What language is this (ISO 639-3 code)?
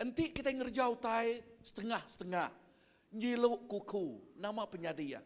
iba